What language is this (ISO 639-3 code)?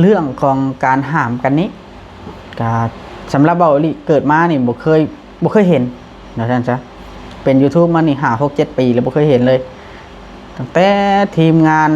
tts